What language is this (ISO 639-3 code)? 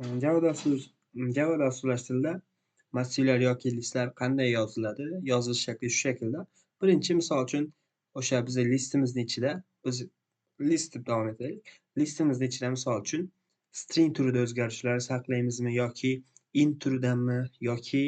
uzb